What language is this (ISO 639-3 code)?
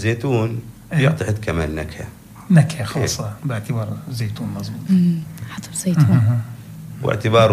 apc